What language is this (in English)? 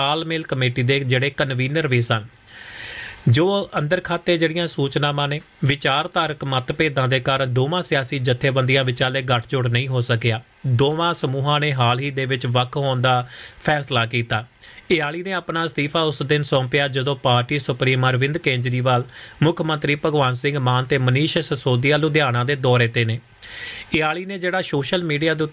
Punjabi